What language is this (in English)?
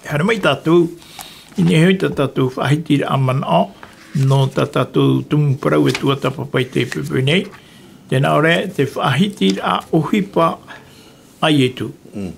Tahitian